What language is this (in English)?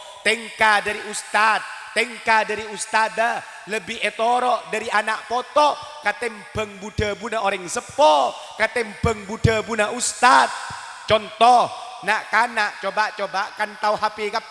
Madurese